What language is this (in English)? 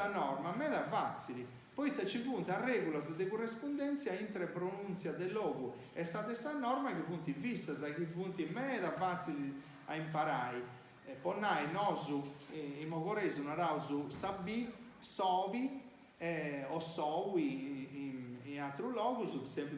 Sardinian